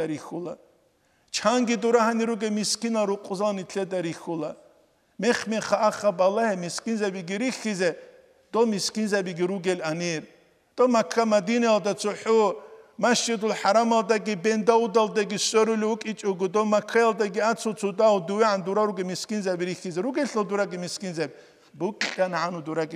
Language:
Avaric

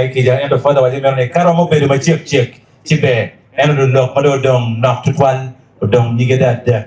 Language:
Acoli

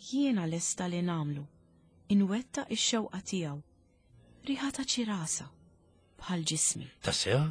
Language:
Maltese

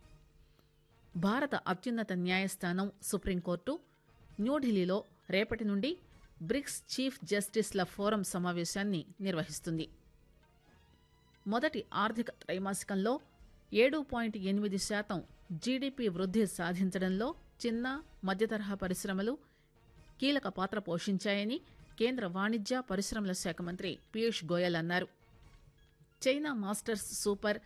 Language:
Telugu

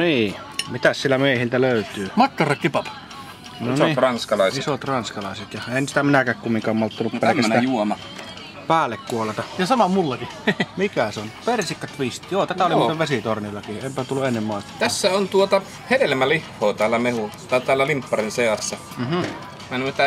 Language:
Finnish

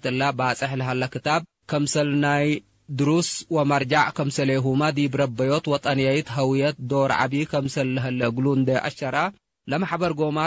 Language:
Tigre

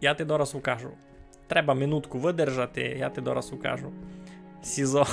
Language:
Rusyn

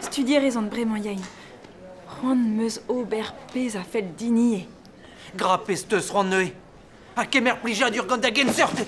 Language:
Breton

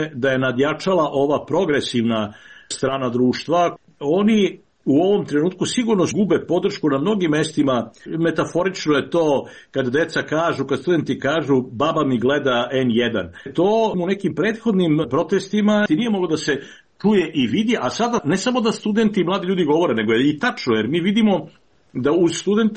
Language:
Serbian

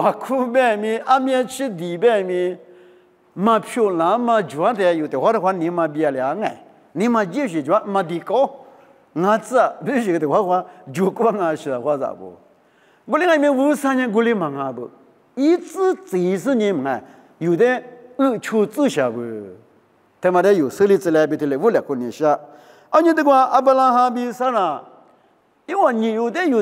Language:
Lisu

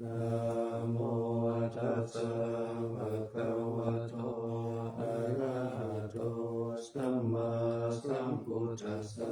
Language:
Pali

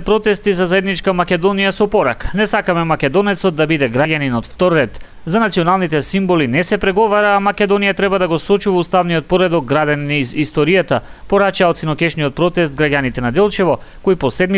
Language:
Macedonian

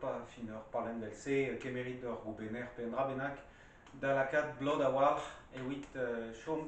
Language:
Breton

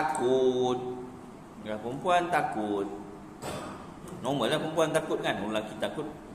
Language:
Malay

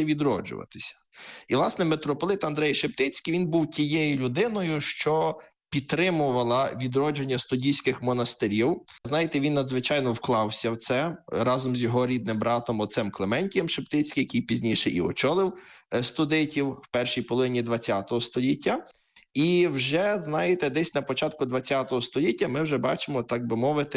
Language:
Ukrainian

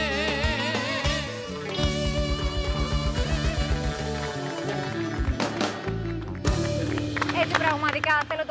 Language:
Greek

